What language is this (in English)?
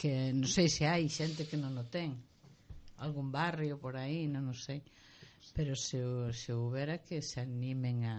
Galician